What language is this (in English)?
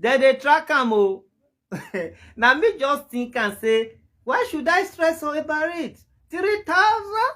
Nigerian Pidgin